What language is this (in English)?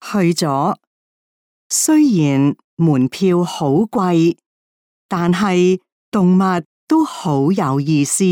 Cantonese